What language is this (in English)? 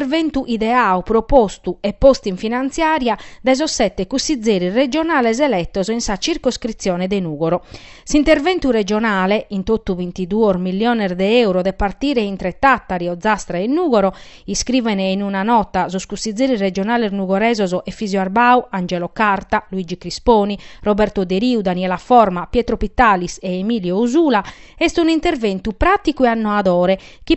Sardinian